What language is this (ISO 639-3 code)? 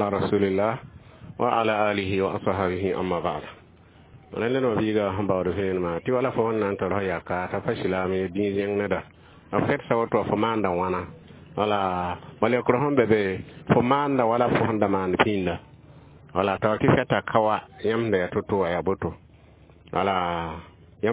mos